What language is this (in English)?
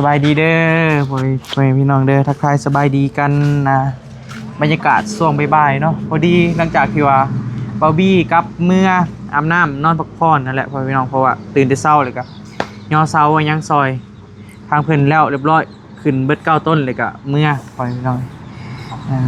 Northeastern Thai